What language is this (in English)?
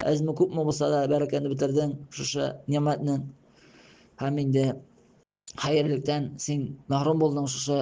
Tatar